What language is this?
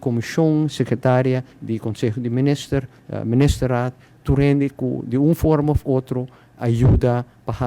Papiamento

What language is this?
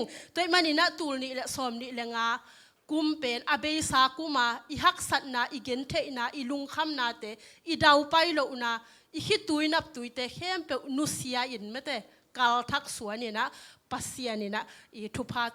Tedim Chin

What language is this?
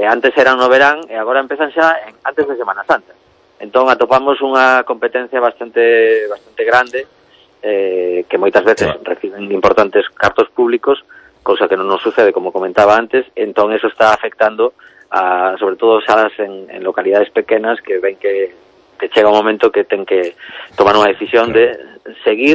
Galician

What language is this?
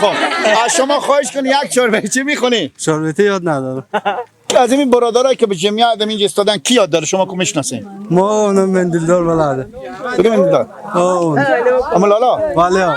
Persian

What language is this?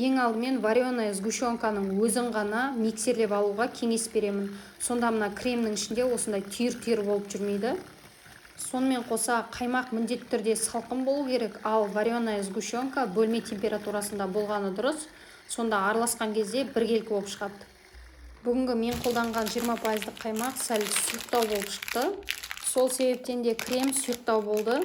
Kazakh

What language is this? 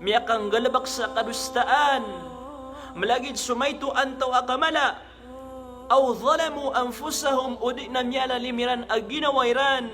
Maranao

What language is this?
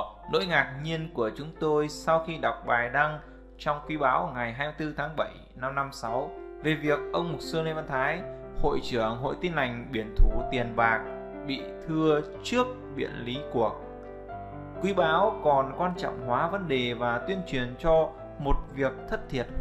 Vietnamese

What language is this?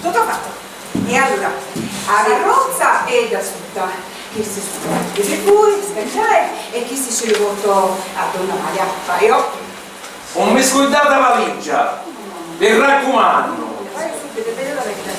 Sicilian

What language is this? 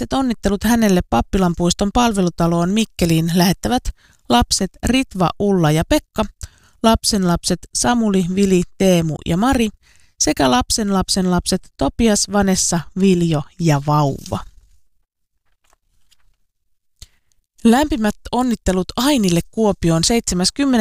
Finnish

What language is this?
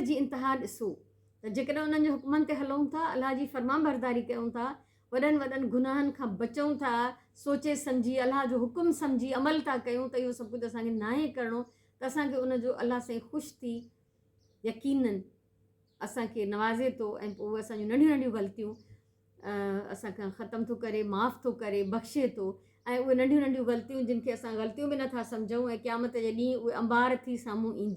Sindhi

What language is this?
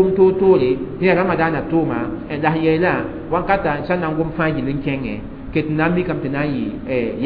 Mossi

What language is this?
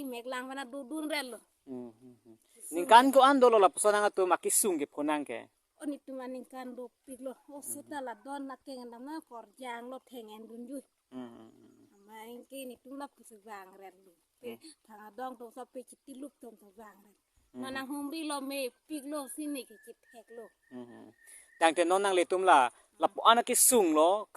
Karbi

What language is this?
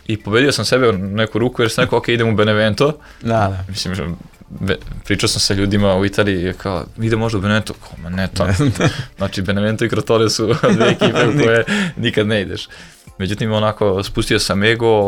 Serbian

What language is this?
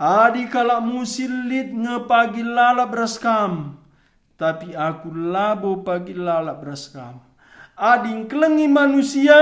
Batak Karo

